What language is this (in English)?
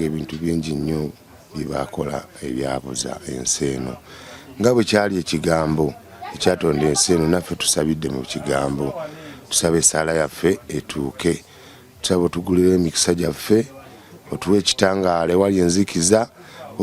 Ganda